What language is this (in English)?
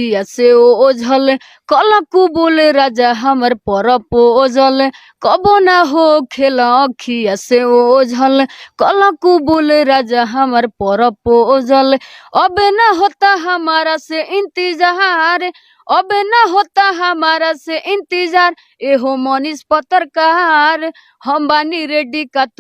Bhojpuri